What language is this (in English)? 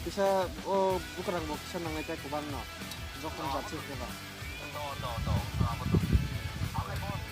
Kok Borok